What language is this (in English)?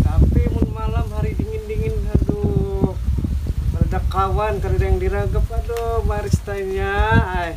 Banjar